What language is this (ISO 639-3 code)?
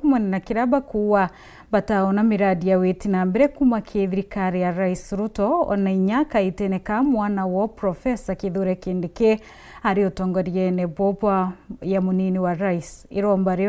mer